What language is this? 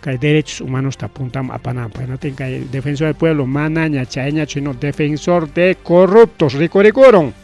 Ayacucho Quechua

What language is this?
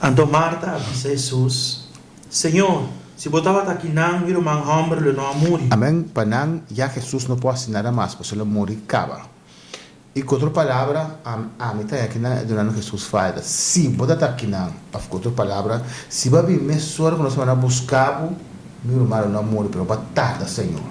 Papiamento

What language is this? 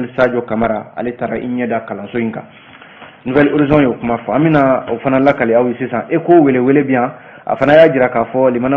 Bambara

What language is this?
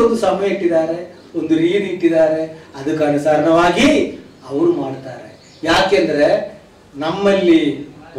Kannada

